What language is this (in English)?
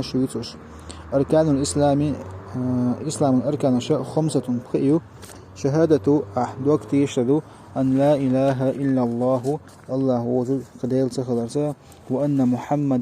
Chechen